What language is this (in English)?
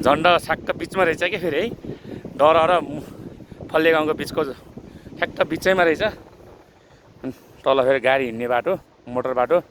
Nepali